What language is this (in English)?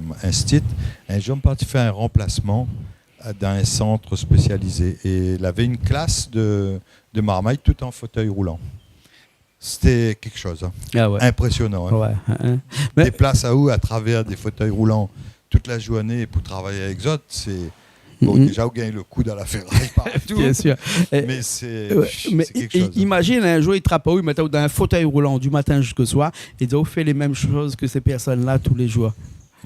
Réunion Creole French